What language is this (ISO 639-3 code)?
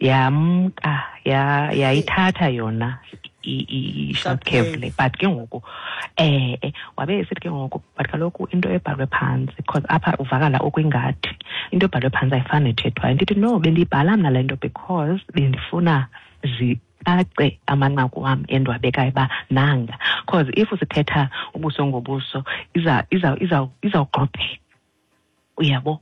xho